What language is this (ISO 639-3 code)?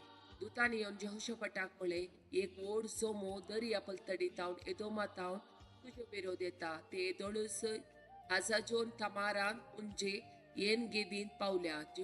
kok